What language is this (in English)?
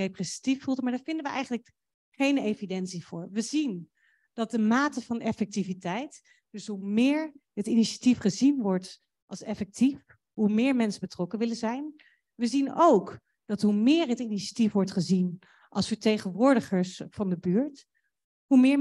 Dutch